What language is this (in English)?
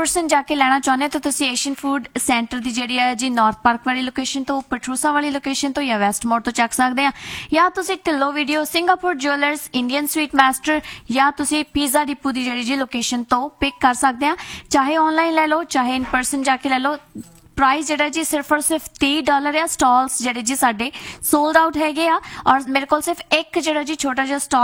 Punjabi